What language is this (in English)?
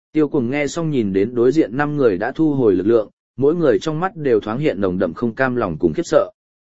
Vietnamese